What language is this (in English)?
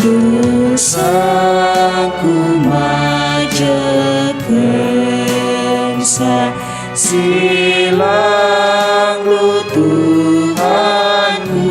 Batak Karo